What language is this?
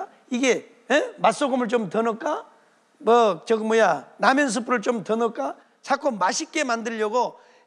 Korean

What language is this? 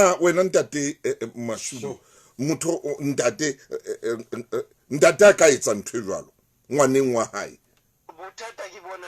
Southern Sotho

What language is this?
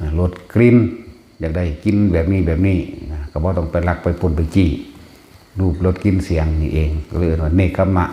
Lao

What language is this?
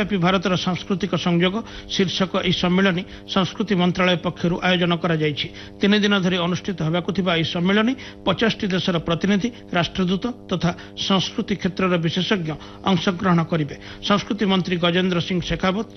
Odia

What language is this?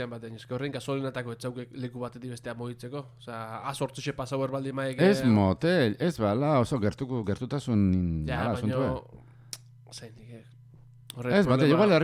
Basque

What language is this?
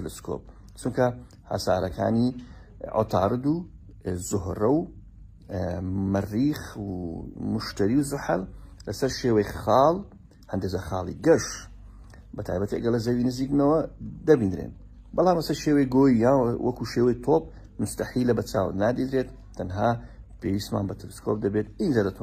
Central Kurdish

